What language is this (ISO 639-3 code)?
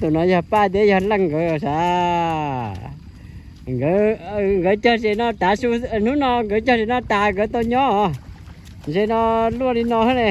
hmn